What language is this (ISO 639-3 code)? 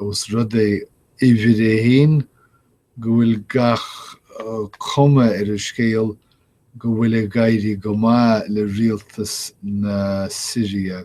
gle